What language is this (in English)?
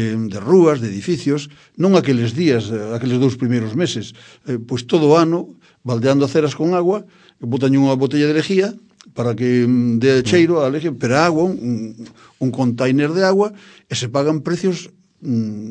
Galician